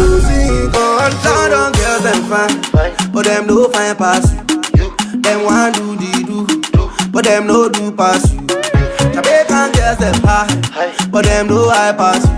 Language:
Jamaican Creole English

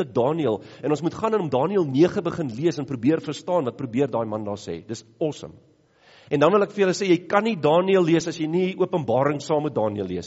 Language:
Afrikaans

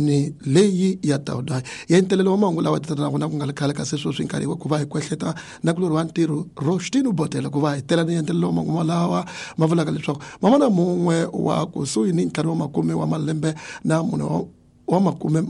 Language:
Tsonga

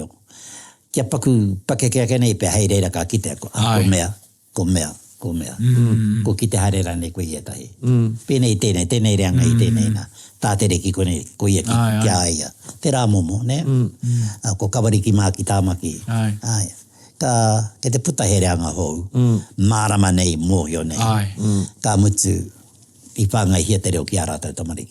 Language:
Māori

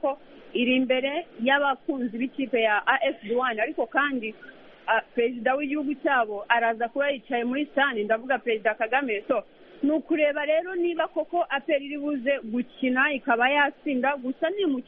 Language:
Kinyarwanda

